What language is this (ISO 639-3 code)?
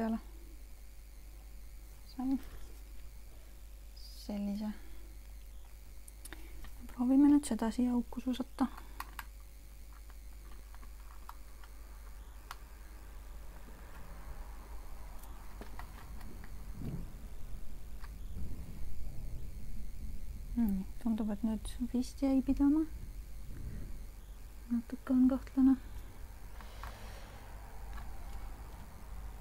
est